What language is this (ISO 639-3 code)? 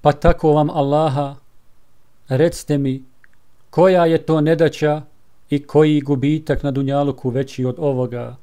bos